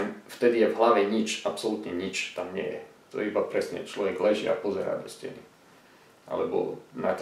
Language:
Slovak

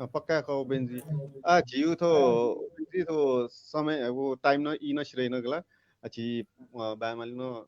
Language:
Newari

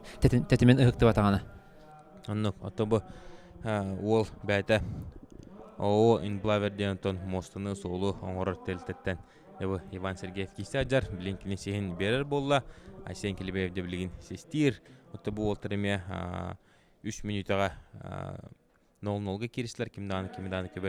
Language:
Yakut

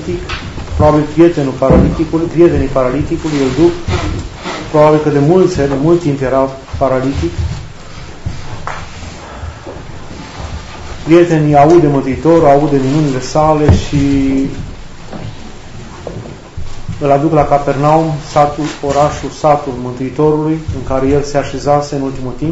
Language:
Romanian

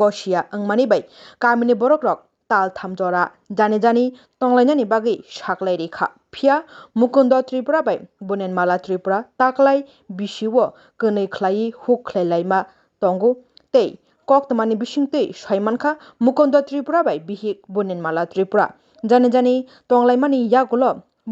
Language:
Kok Borok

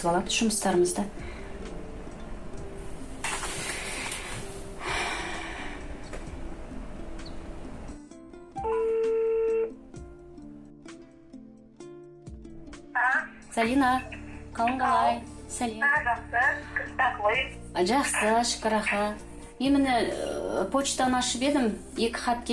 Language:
Kazakh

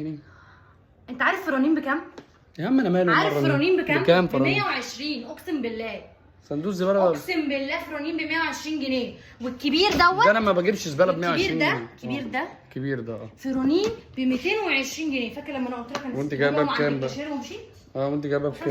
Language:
Egyptian Arabic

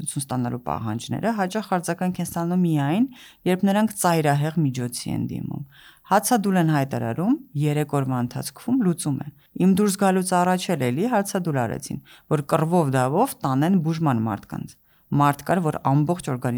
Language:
Armenian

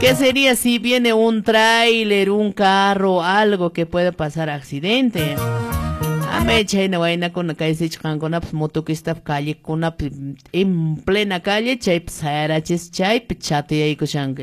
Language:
Quechua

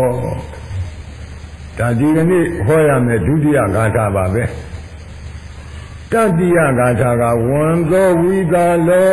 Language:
Burmese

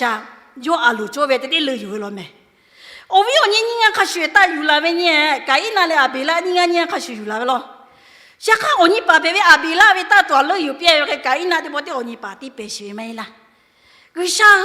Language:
Lahu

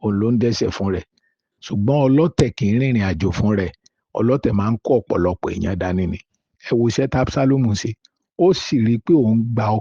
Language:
Yoruba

